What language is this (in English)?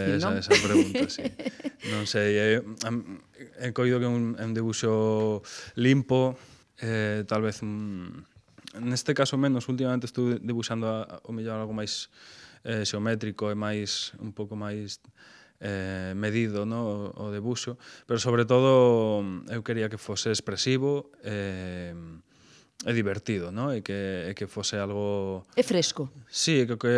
Galician